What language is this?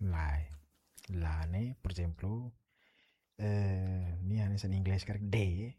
Tetum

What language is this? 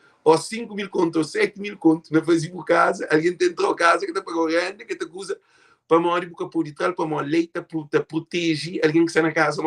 Kabuverdianu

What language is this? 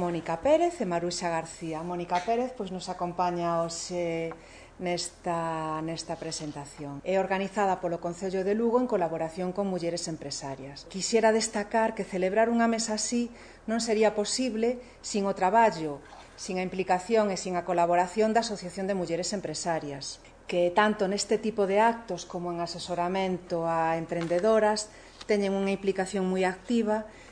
Galician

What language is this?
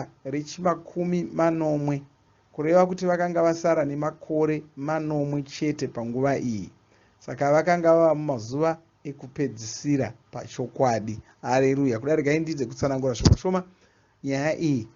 Shona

